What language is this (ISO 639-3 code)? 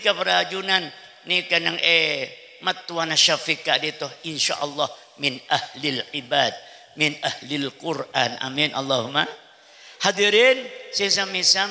mad